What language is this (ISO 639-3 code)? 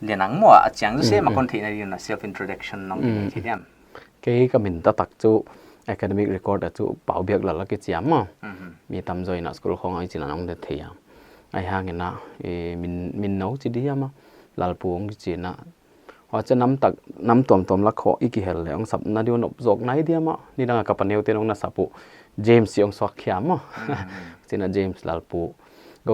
pck